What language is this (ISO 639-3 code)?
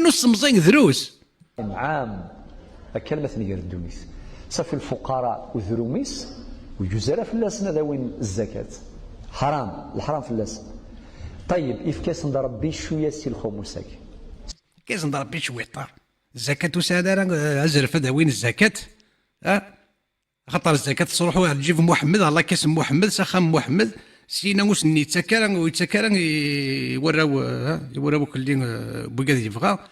kab